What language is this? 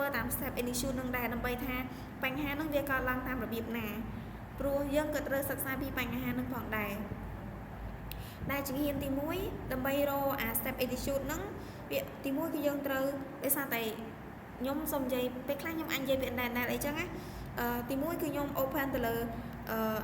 Khmer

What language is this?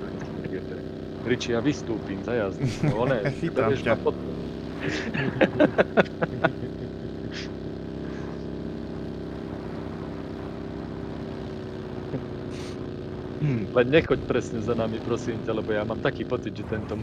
Slovak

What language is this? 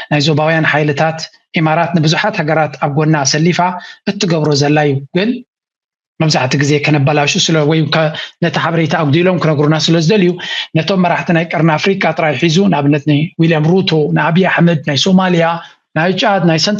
Tigrinya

